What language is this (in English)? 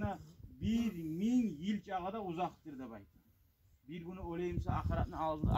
Kumyk